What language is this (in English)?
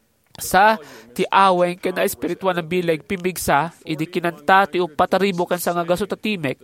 Iloko